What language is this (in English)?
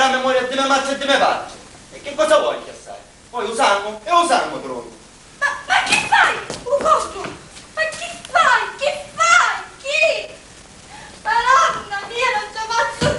Sicilian